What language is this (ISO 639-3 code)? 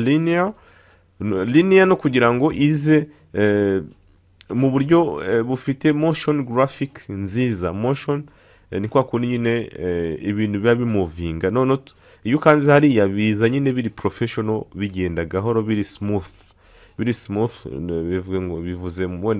kin